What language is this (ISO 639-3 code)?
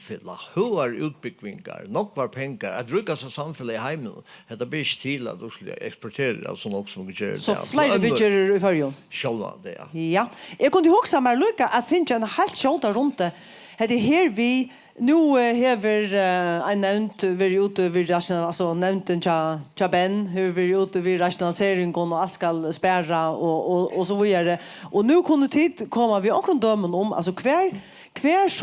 fao